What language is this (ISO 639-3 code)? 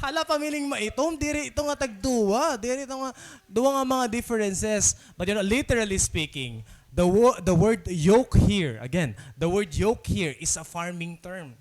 war